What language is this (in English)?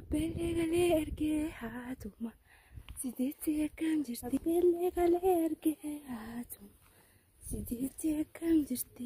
Oromo